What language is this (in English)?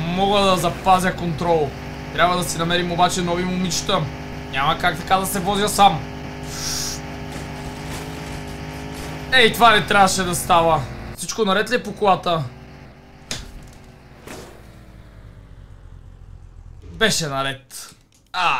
Bulgarian